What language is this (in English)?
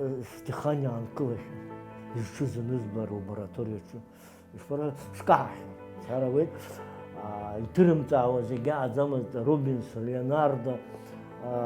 Abkhazian